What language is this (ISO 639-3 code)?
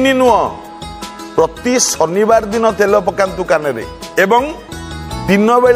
ori